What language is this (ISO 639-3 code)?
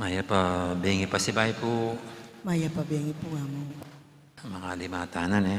pam